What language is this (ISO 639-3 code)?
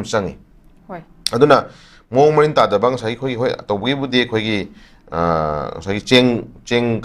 mni